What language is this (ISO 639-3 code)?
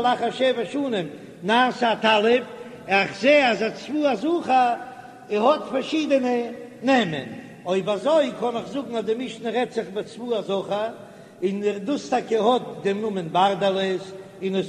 yid